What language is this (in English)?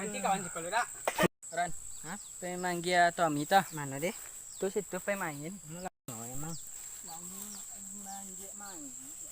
Minangkabau